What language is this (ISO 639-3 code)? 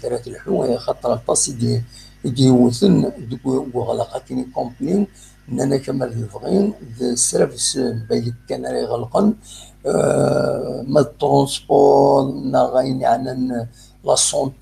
kab